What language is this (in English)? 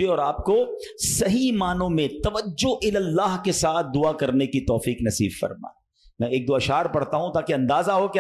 Urdu